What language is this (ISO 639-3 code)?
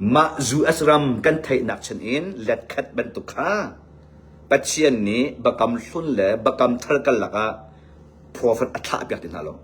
cnh